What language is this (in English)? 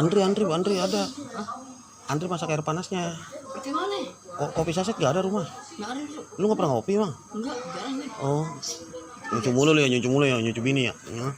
Betawi